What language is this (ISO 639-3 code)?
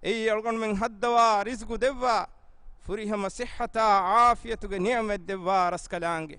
div